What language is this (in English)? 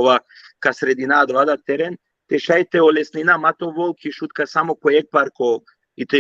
Balkan Romani